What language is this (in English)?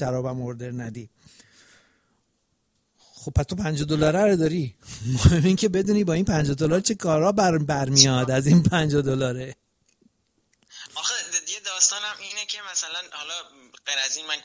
Persian